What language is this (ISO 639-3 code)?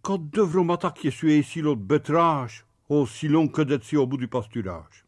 pcd